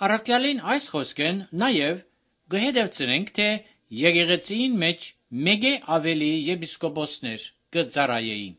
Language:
Armenian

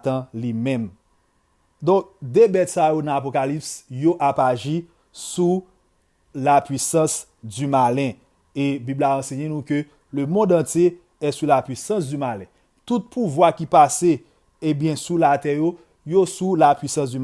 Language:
Haitian Creole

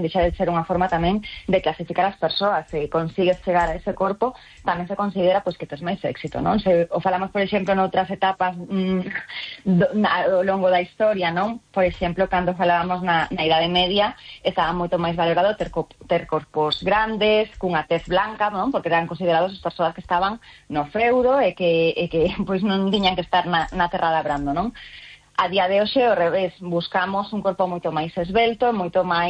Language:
Galician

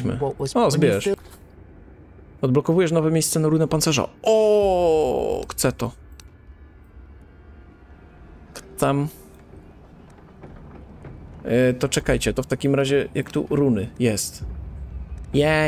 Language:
Polish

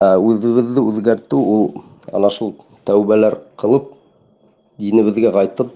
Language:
Bashkir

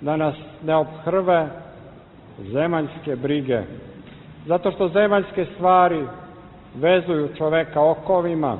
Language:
Serbian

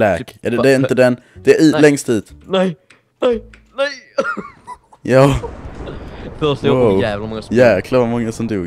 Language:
Swedish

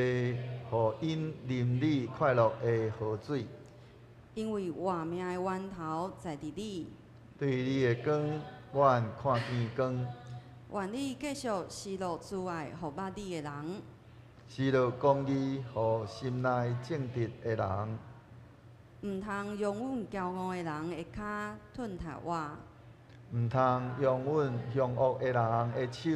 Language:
Min Nan Chinese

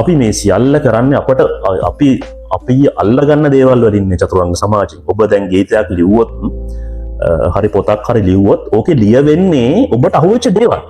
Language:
Sinhala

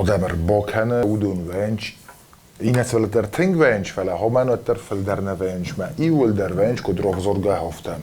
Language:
Ossetic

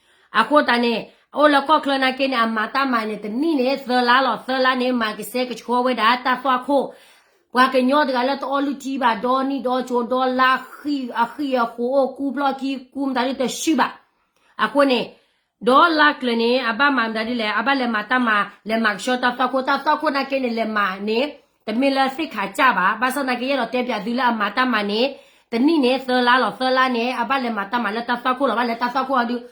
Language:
S'gaw Karen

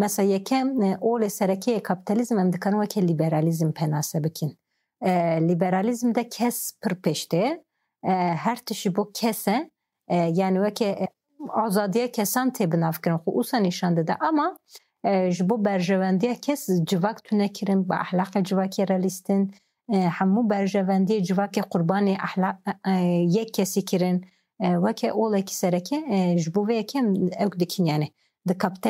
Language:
Kurdish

